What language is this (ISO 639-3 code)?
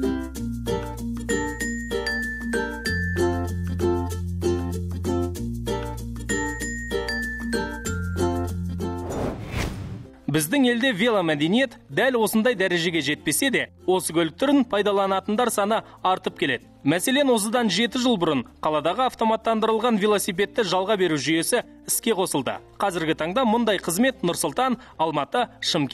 kaz